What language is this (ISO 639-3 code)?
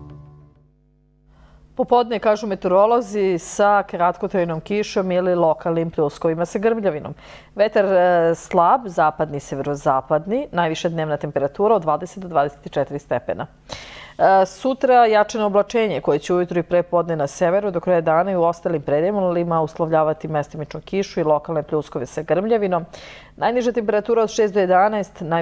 srp